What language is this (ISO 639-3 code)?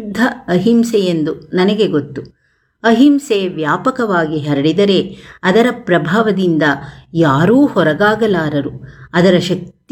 kan